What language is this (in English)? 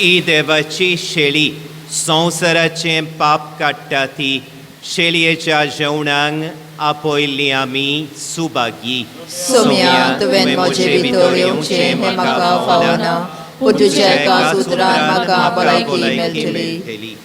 Konkani